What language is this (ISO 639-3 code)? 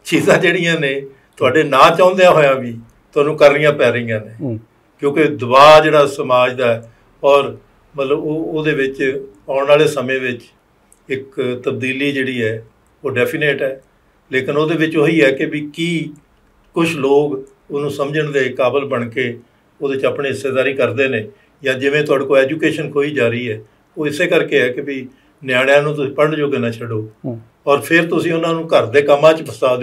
pan